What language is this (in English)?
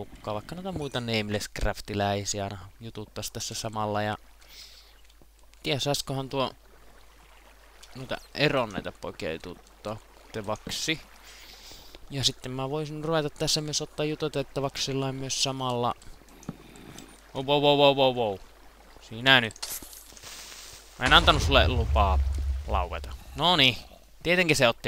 Finnish